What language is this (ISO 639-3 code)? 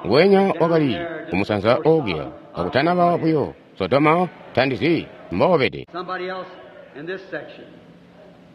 toi